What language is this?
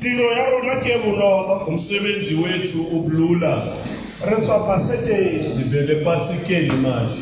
Tswana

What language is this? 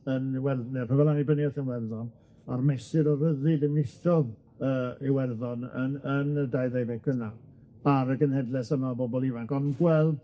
Welsh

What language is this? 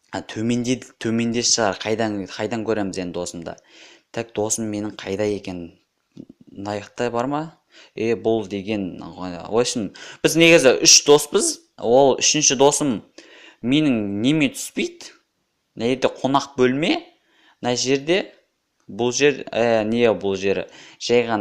Kazakh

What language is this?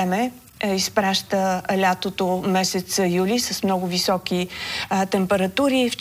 Bulgarian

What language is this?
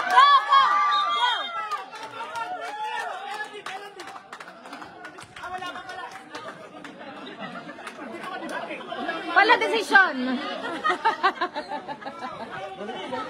Filipino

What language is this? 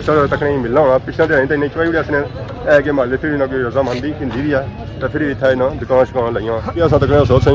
Pahari-Potwari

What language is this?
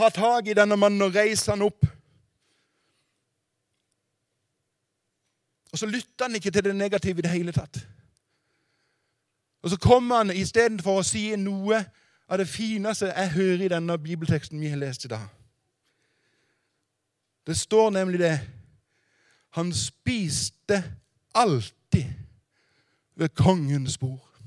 Norwegian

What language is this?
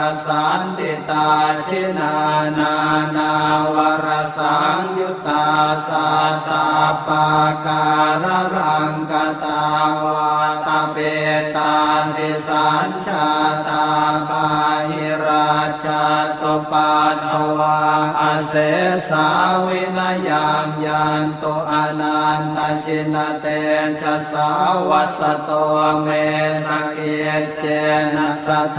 Pali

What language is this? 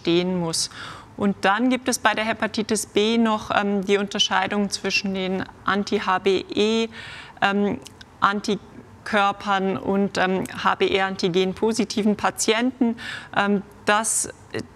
German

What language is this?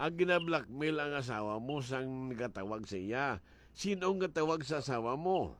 Hiligaynon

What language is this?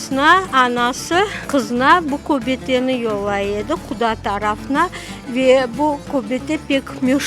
Crimean Tatar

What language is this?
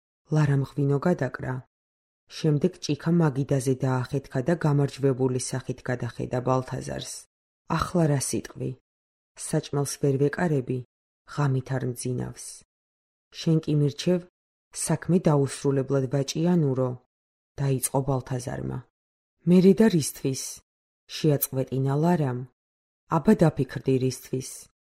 Georgian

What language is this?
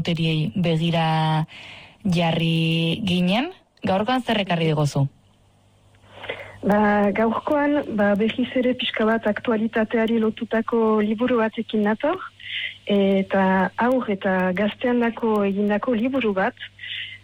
Basque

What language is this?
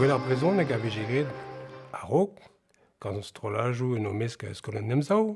Breton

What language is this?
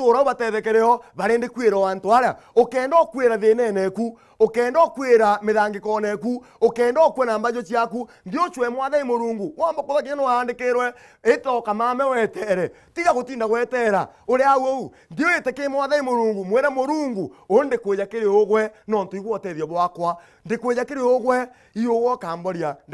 Meru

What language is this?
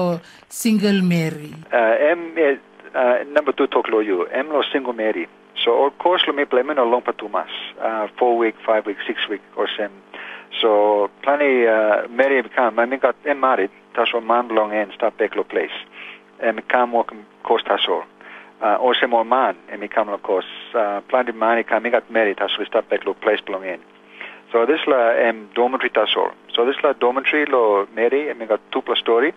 Tok Pisin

